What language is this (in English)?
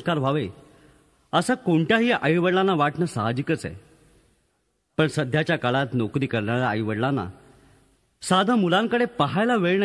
Marathi